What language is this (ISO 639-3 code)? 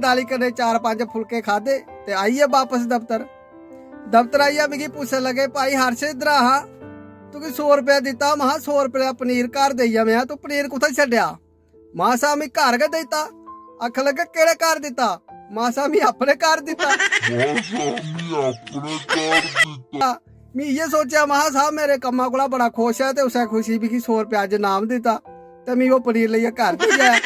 doi